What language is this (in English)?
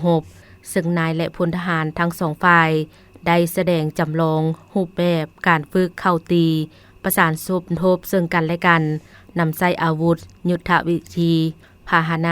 Lao